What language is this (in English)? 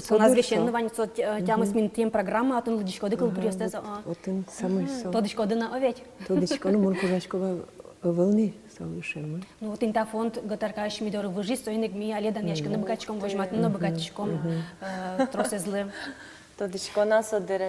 Udmurt